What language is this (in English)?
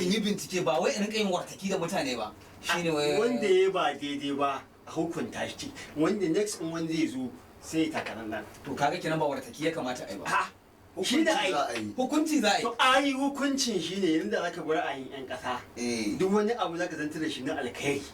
Hausa